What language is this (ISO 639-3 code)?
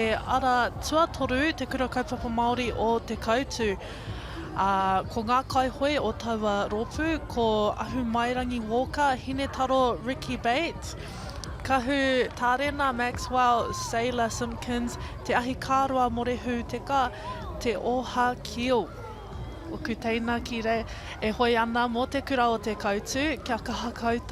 mri